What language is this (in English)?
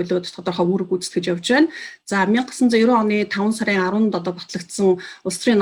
Mongolian